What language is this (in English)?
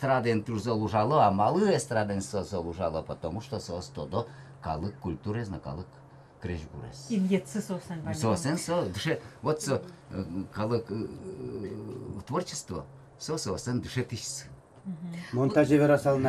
Udmurt